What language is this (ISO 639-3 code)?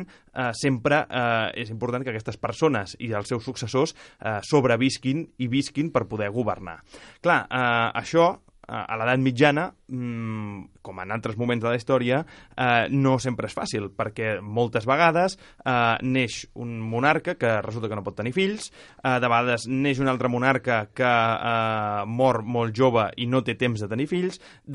cat